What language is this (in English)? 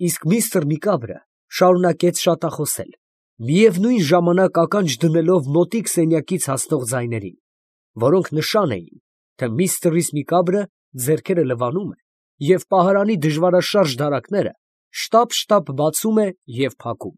Armenian